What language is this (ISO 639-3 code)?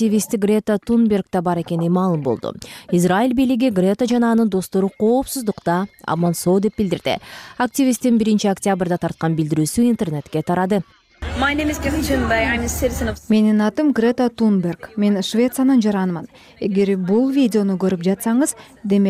kir